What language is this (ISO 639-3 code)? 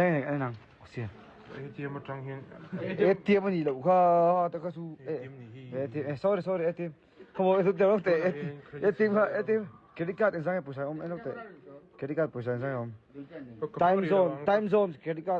lus